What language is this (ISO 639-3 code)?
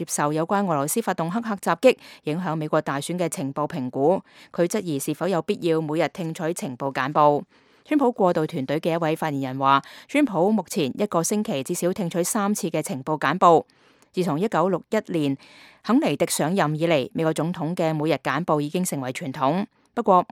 yue